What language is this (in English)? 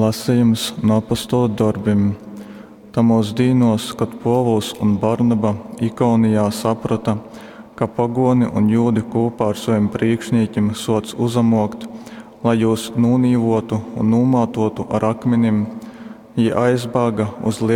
Latgalian